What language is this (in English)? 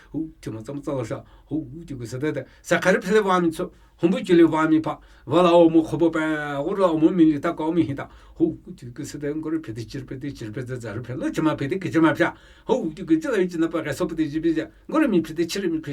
Namuyi